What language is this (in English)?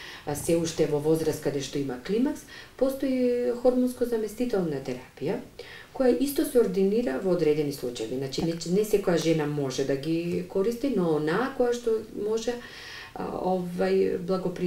Macedonian